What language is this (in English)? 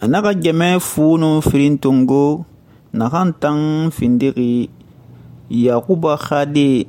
Susu